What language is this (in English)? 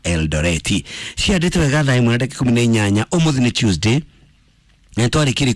Kikuyu